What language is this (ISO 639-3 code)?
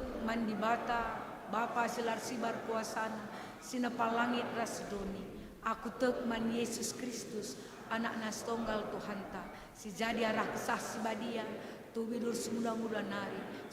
btx